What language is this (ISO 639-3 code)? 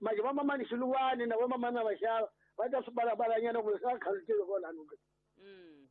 tso